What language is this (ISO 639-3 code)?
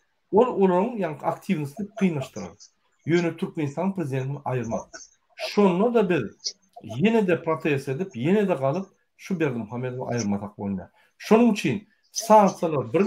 tuk